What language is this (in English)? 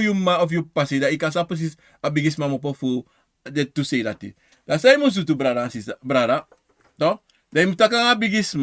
Sranan Tongo